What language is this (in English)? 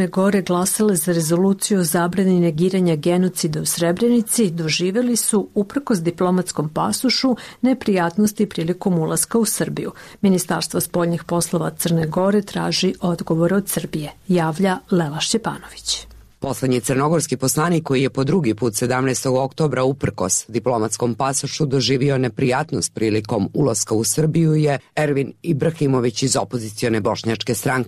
Serbian